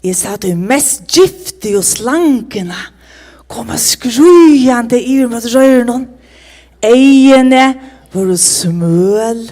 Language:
Faroese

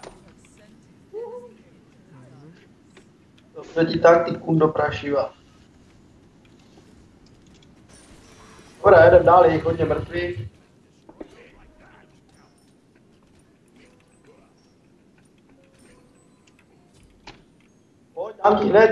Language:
Czech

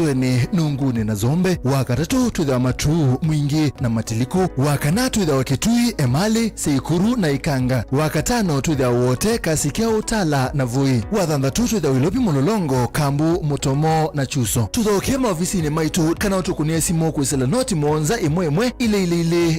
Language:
Kamba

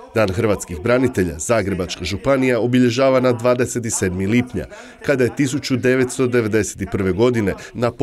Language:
Croatian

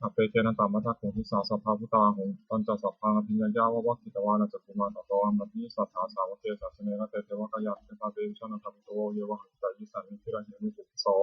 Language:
Pali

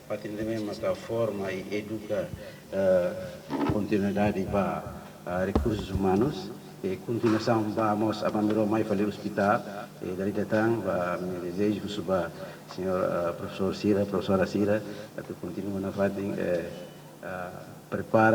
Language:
Tetum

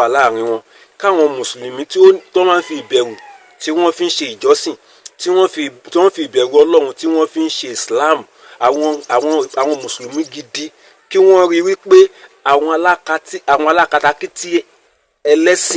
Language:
Yoruba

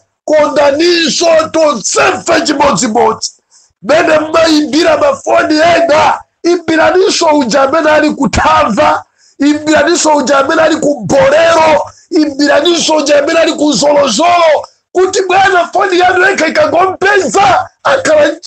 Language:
Nyanja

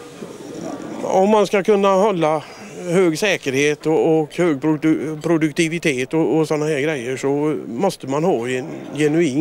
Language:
Swedish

